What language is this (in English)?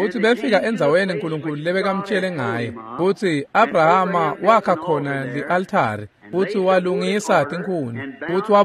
Swati